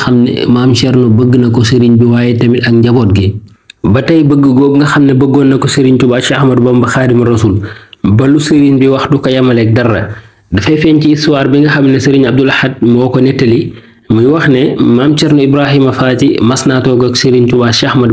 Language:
Wolof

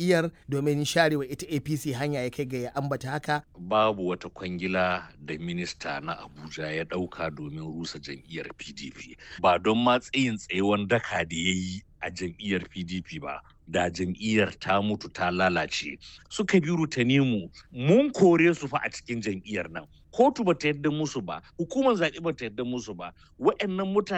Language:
Hausa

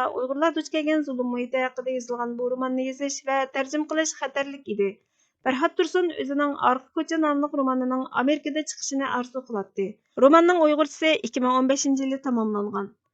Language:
Uyghur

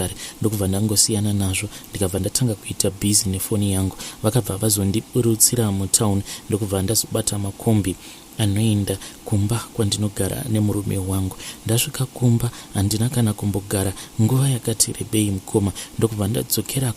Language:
Shona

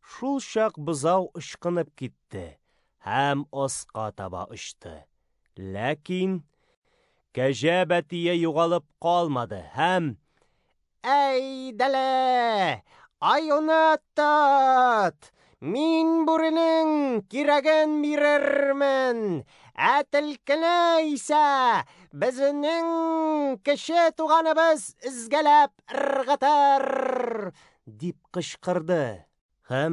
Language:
Tatar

